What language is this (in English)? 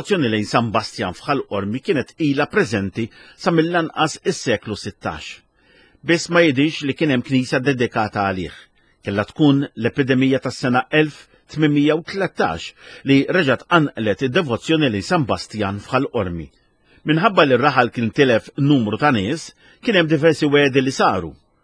Maltese